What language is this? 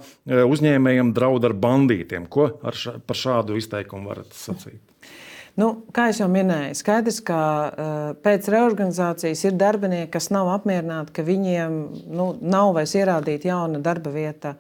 Latvian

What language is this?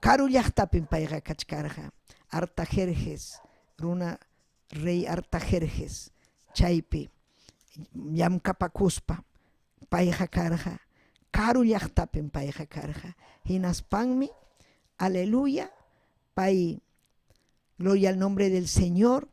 Ayacucho Quechua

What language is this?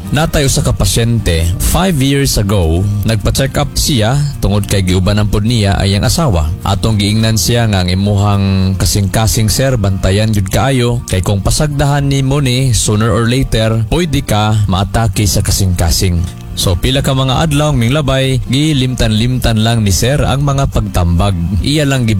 Cebuano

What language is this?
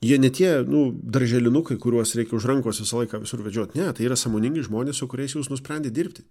Lithuanian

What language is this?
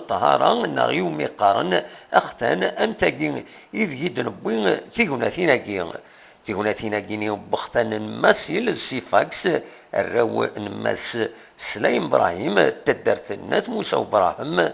Kabyle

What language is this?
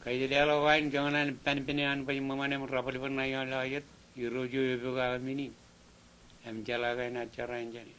Marshallese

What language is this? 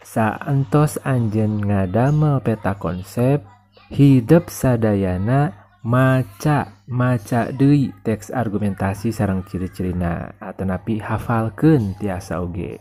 Sundanese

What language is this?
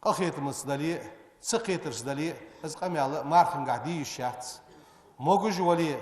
Ingush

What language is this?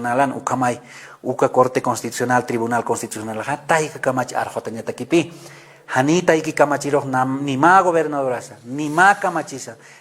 Aymara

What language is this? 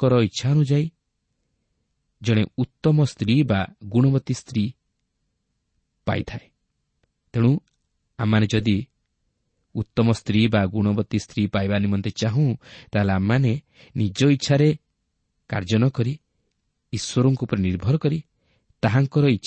Odia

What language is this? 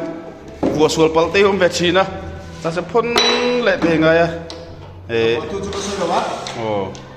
Mizo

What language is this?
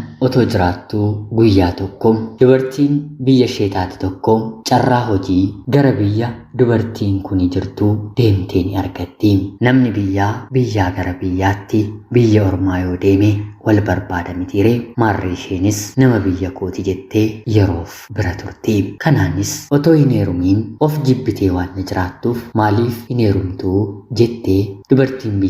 Oromo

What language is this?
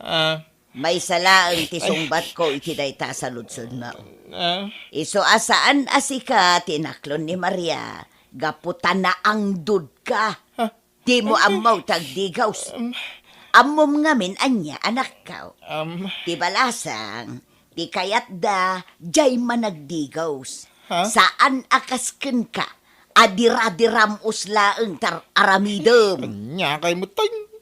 Iloko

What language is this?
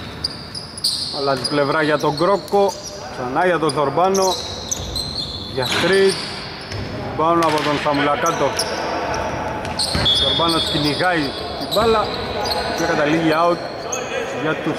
Greek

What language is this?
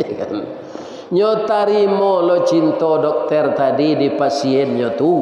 Minangkabau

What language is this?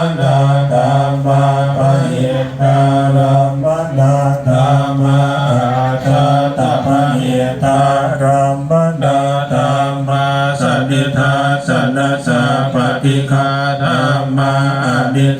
Pali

